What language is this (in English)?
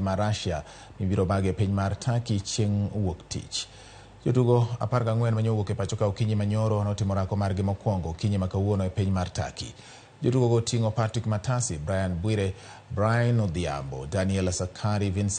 Luo (Kenya and Tanzania)